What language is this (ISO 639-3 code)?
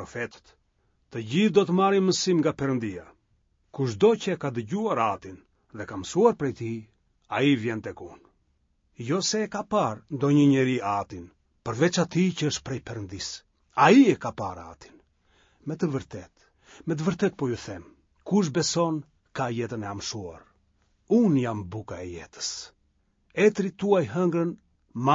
sqi